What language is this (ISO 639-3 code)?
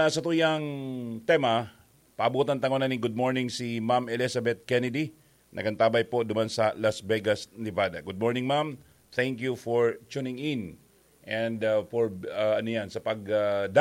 bik